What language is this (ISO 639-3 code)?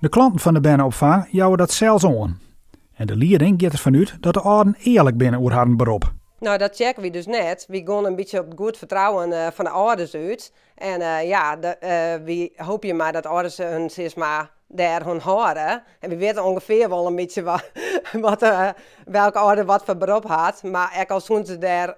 fry